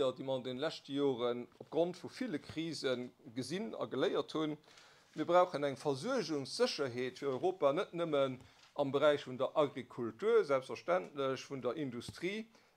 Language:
Luxembourgish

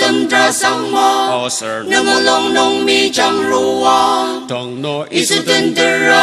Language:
Ao Naga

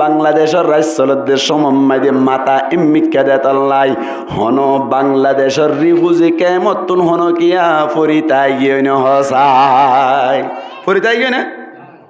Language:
Rohingya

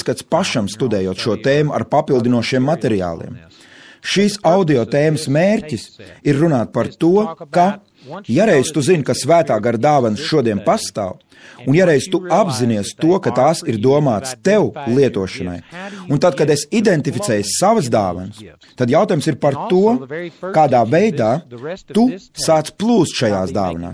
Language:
Latvian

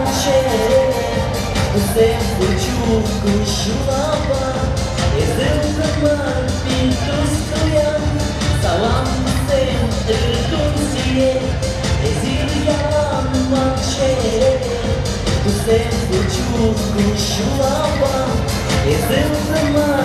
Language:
Chuvash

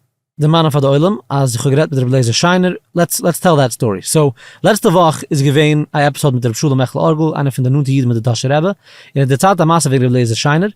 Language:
Yiddish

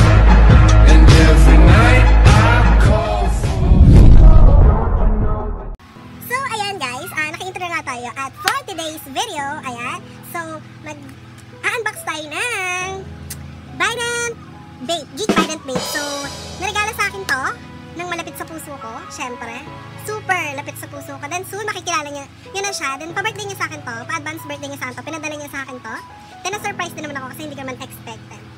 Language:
Filipino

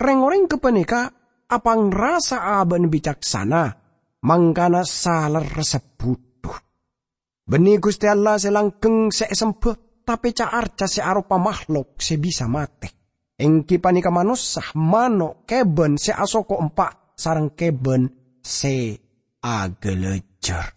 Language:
Madurese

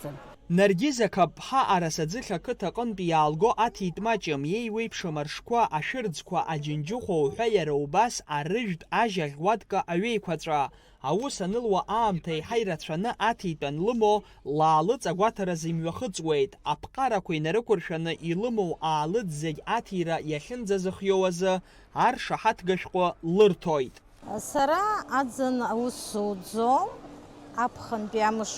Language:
Abkhazian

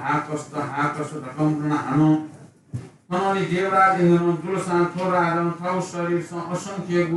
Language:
Newari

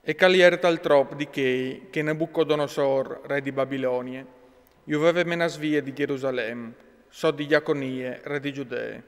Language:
Friulian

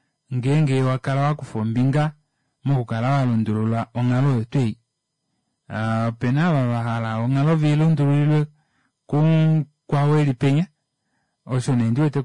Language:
Kuanyama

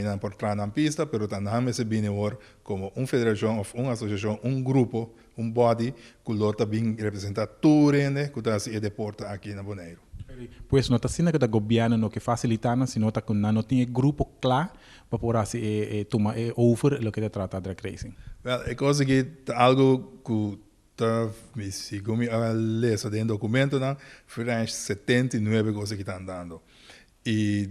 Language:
Papiamento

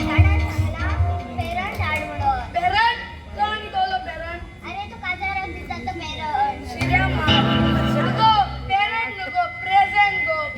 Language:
Konkani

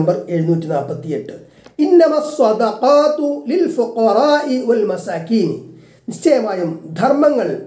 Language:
Malayalam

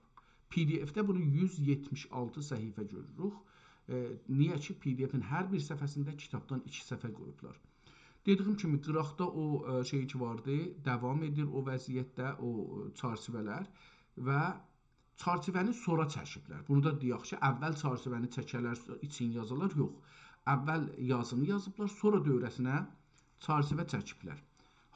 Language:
South Azerbaijani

